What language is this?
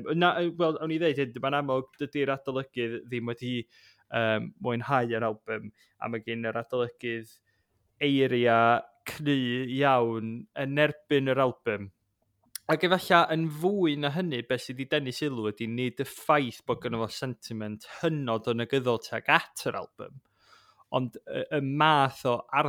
Welsh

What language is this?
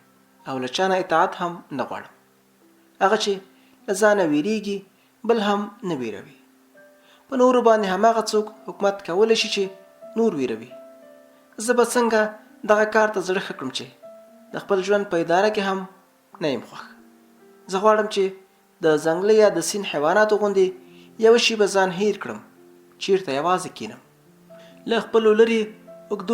Pashto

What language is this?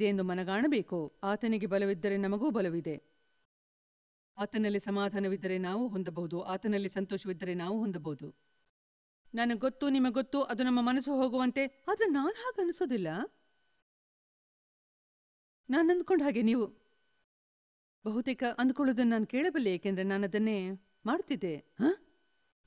Kannada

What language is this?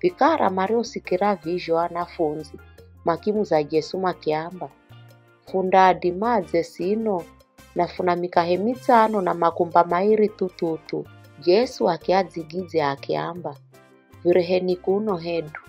Giryama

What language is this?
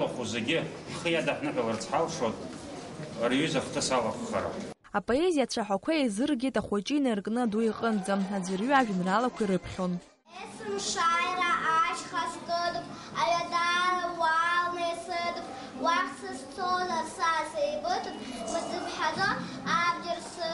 Abkhazian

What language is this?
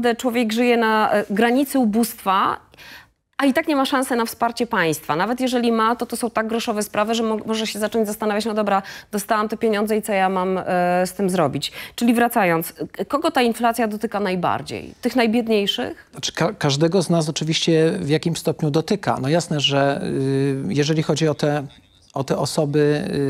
Polish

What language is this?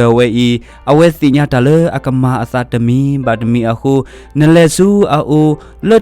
S'gaw Karen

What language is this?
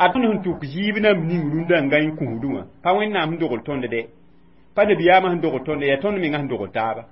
Mossi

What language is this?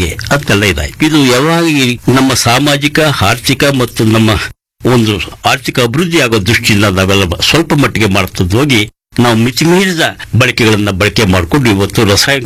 Kannada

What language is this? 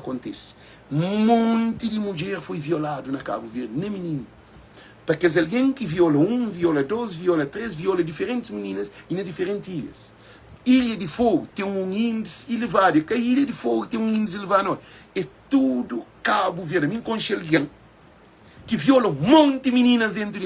Kabuverdianu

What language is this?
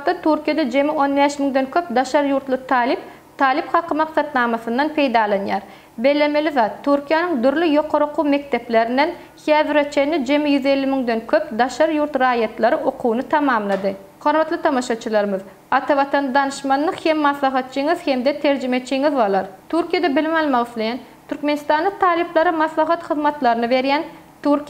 Turkmen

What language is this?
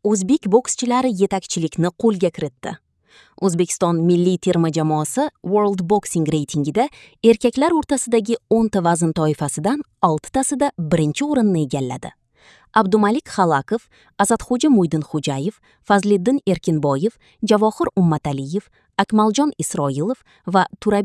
Uzbek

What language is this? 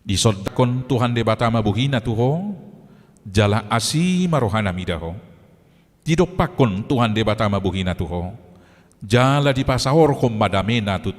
Batak Toba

